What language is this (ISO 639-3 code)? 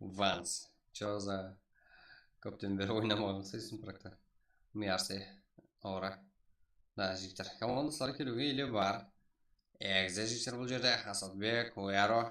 kaa